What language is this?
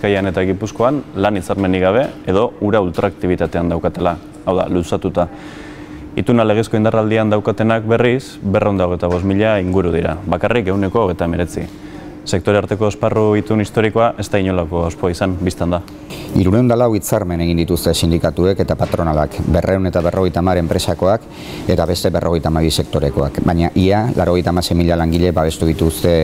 Basque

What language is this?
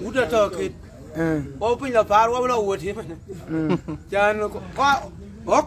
Dinka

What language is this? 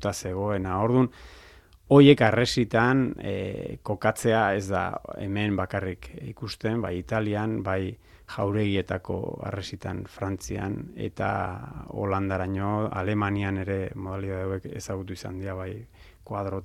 Basque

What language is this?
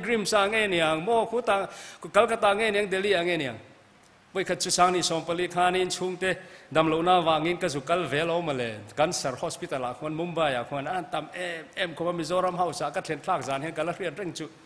Mizo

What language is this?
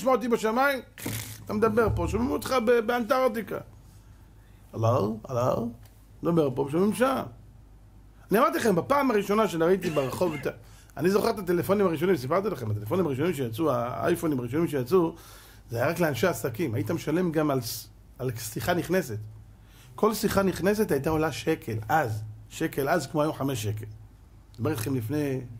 Hebrew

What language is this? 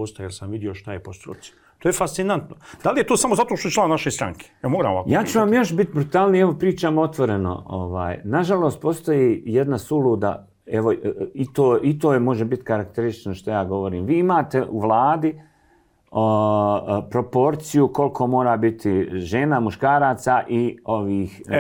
Serbian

